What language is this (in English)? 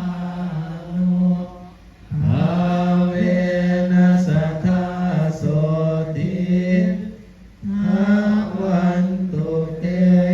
Pali